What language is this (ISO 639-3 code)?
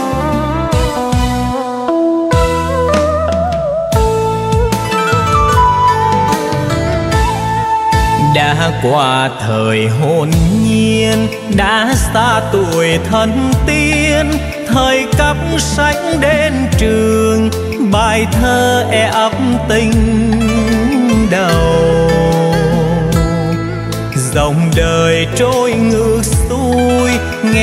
vie